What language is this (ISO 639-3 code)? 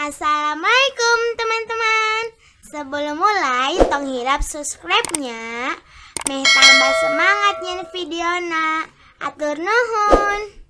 sun